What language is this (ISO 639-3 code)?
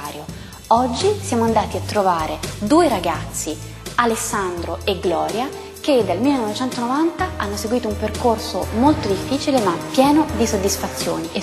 ita